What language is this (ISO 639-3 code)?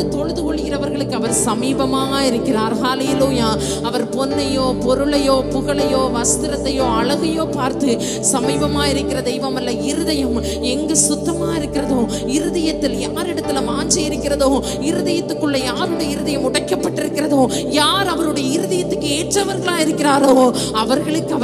tam